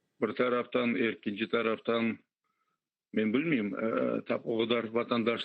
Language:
Crimean Tatar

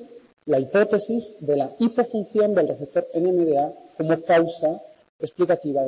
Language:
Spanish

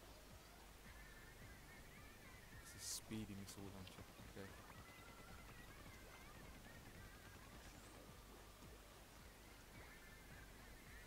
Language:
English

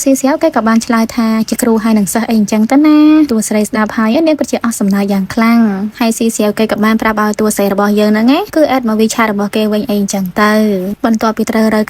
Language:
Khmer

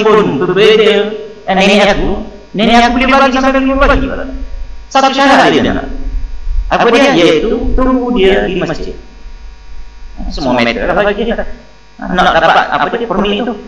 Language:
Malay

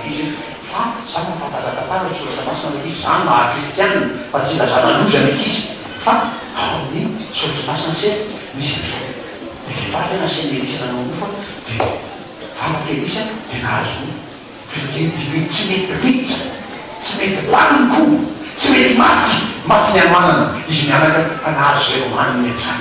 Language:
Malagasy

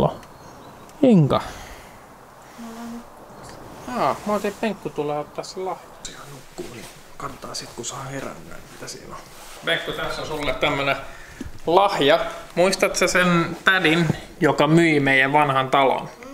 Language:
Finnish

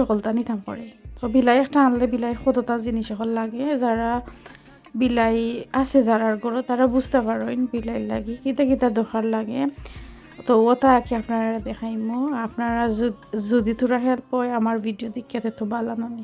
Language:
Sylheti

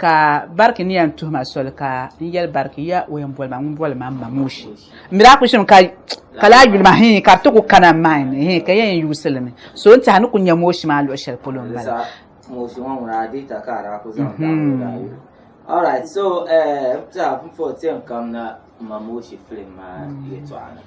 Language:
Dagbani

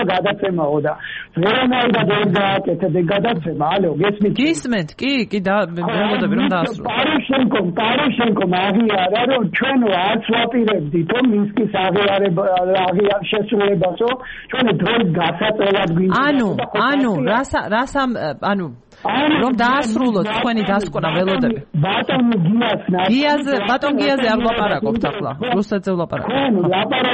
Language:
Georgian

